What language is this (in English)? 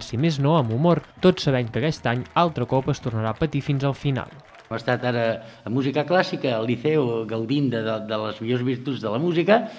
Catalan